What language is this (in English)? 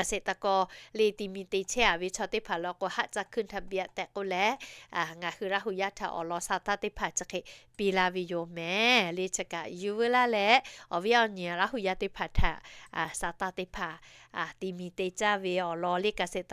Lahu